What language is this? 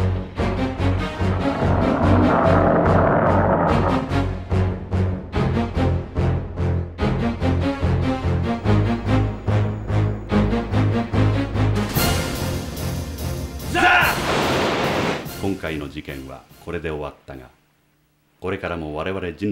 Japanese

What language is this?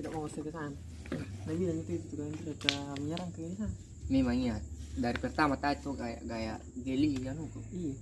Makassar Malay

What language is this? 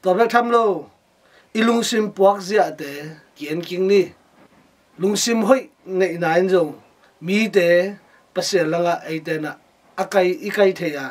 Tedim Chin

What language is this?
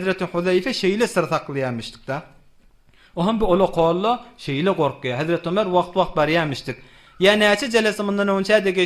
Turkmen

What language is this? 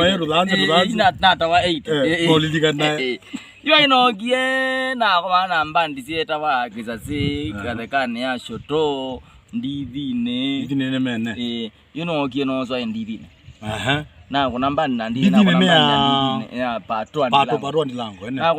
Kamba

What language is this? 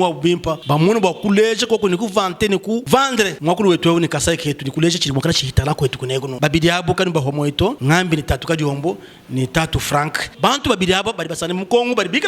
Luba-Lulua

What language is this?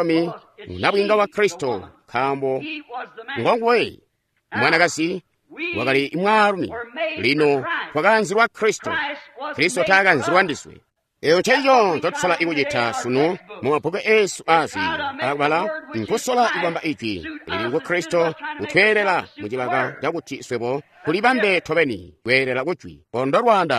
Tonga (Zambia)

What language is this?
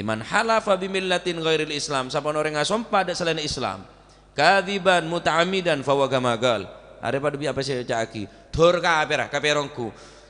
Madurese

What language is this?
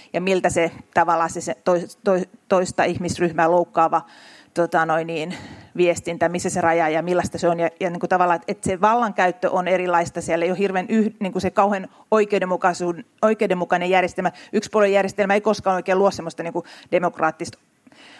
Finnish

